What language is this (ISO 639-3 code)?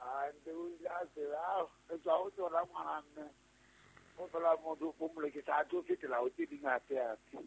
sot